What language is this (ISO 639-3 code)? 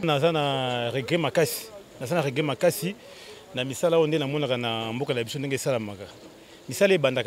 lin